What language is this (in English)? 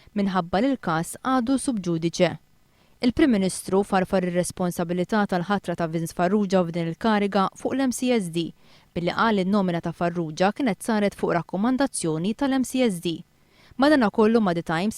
Maltese